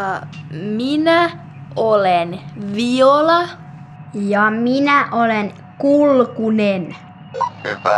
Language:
Finnish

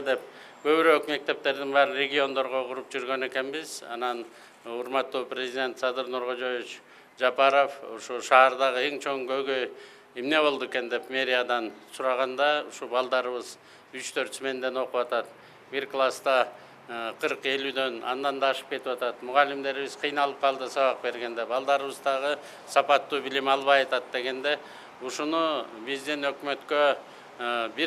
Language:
Kyrgyz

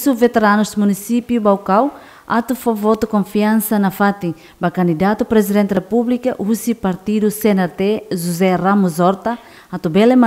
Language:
Tetum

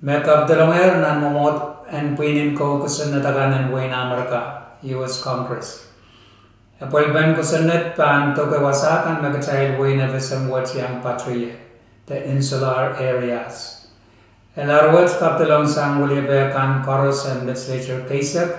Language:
Pohnpeian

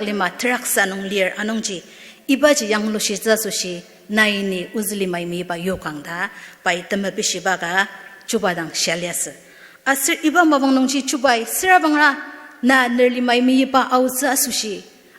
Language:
Ao Naga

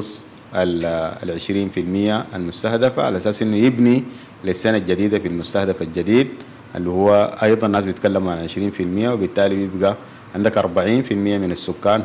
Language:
Sudanese Arabic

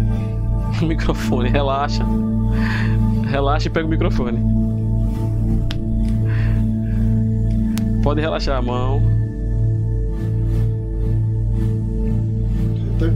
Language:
Portuguese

